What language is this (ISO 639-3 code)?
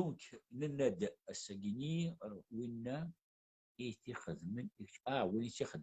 kab